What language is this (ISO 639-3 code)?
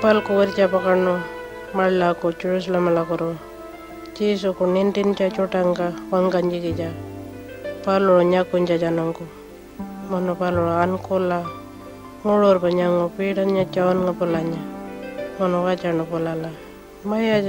pjt